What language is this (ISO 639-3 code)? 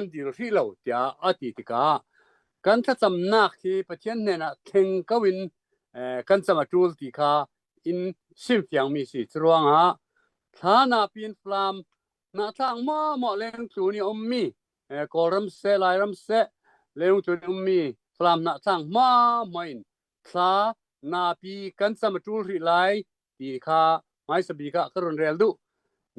cnh